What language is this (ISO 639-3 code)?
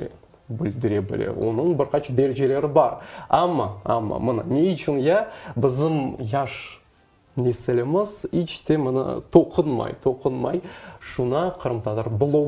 crh